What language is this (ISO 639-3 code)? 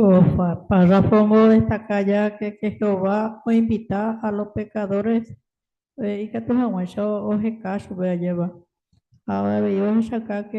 grn